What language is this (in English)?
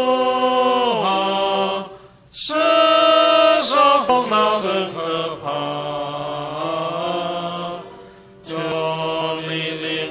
Chinese